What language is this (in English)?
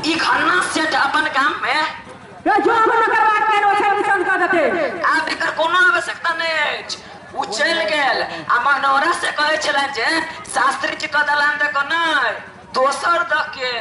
Maithili